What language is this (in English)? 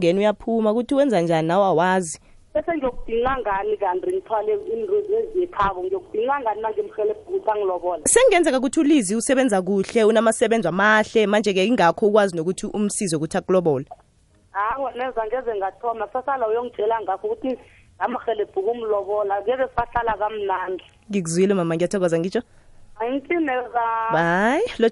South Ndebele